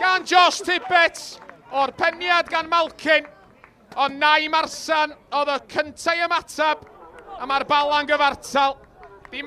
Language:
Welsh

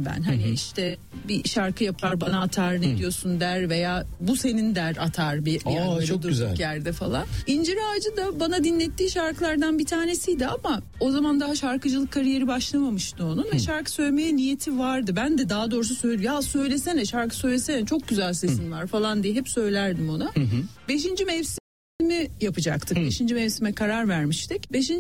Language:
Turkish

